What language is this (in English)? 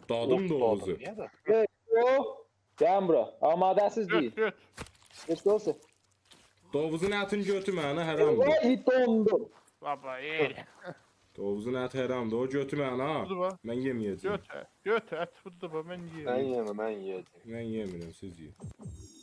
South Azerbaijani